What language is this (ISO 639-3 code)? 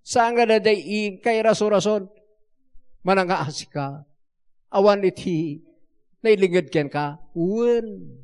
ilo